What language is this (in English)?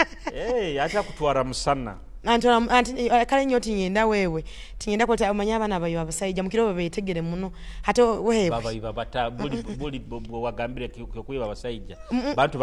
Nyoro